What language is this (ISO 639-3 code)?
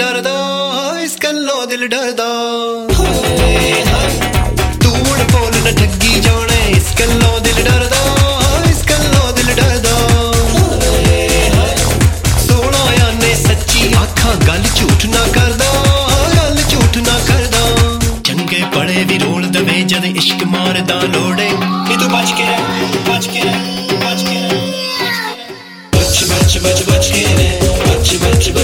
pan